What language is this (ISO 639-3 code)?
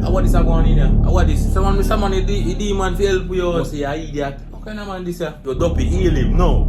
jam